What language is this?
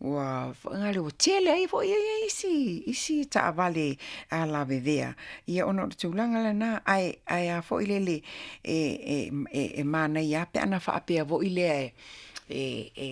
Samoan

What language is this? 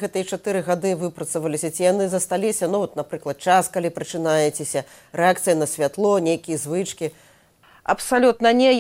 Belarusian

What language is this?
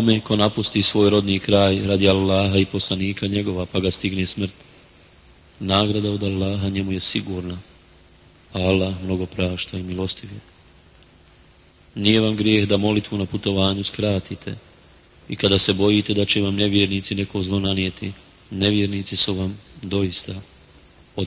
Bosnian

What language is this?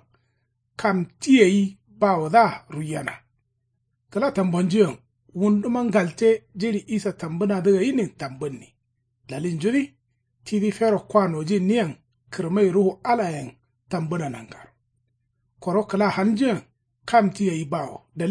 Kanuri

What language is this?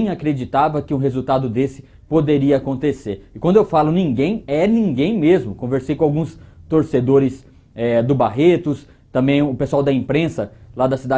Portuguese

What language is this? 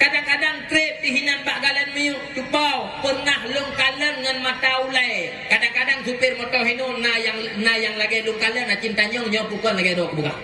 Achinese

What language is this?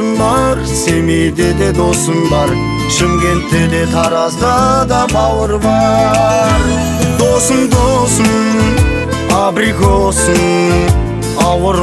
Kazakh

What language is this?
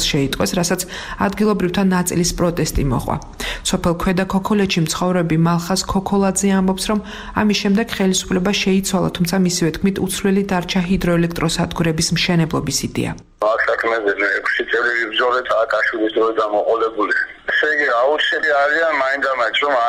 Georgian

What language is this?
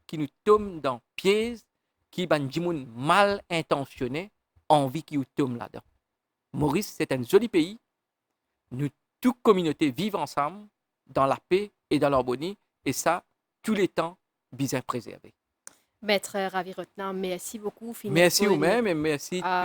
Morisyen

